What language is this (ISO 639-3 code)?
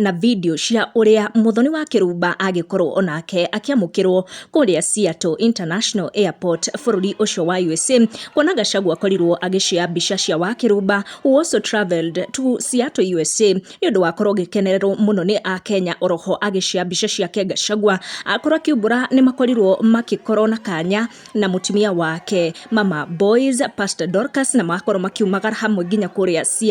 kik